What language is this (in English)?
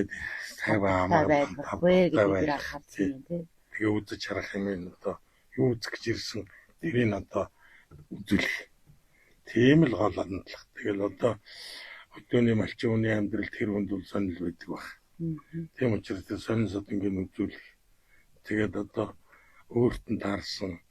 Mongolian